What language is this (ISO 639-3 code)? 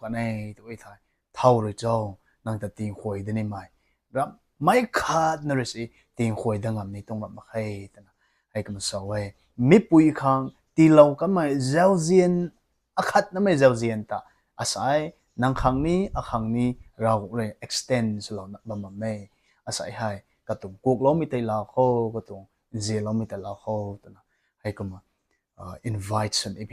nbu